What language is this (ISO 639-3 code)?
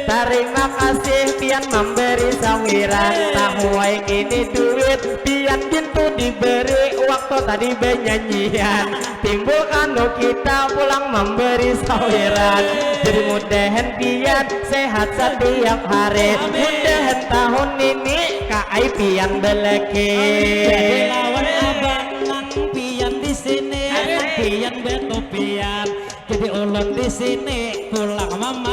bjn